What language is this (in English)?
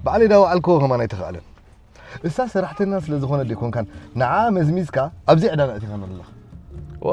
Tigrinya